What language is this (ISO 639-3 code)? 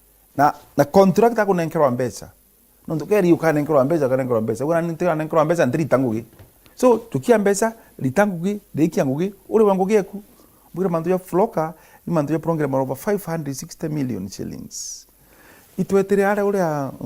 mer